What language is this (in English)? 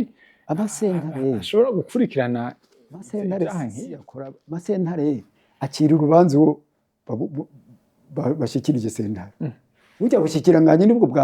Rundi